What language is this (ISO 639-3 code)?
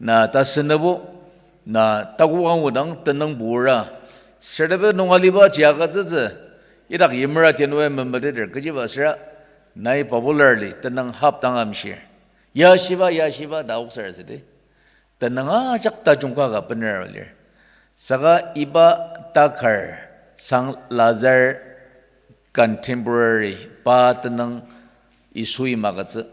njo